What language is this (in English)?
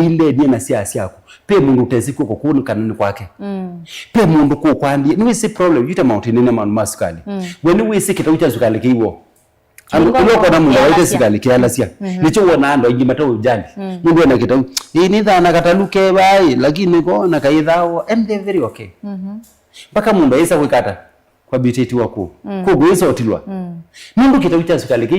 Kamba